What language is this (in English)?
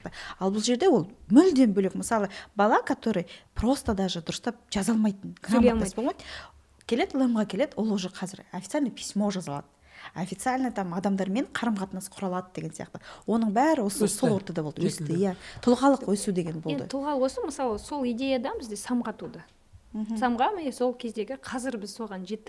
Kazakh